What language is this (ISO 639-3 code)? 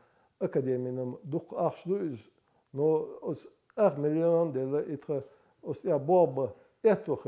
che